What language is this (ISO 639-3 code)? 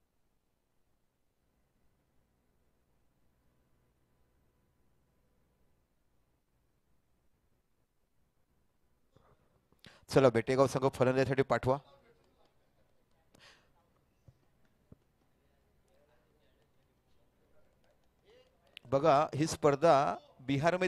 mar